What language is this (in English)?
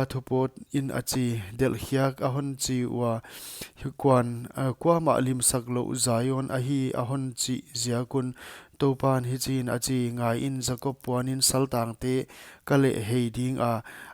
Paite Chin